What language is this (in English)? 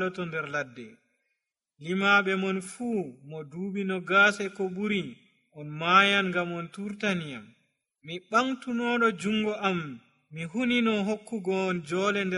Nigerian Fulfulde